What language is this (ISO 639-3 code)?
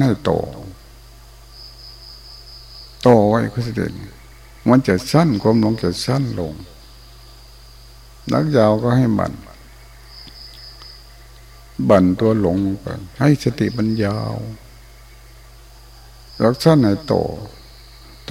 tha